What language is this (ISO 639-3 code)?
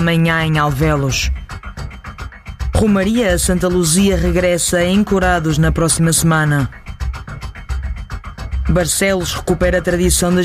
por